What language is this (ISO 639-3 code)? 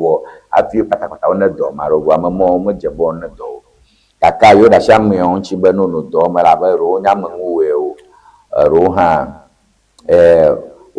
ewe